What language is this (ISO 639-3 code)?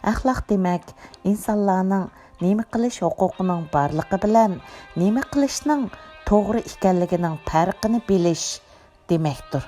uig